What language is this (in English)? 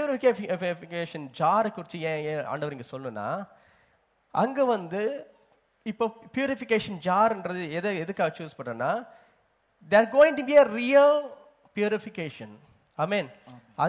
Tamil